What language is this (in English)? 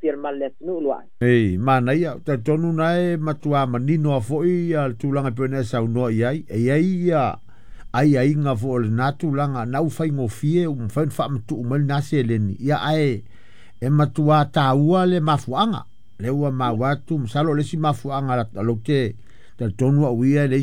Samoan